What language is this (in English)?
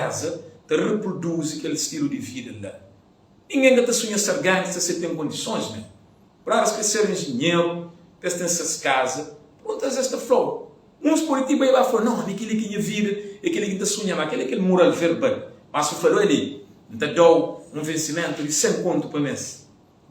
Kabuverdianu